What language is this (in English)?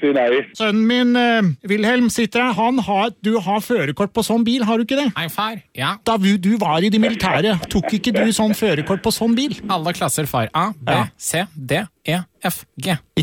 Norwegian